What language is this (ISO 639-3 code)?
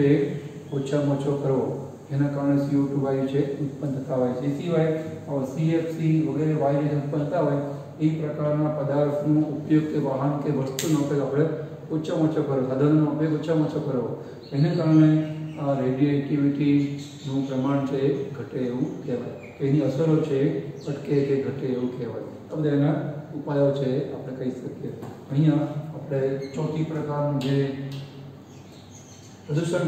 guj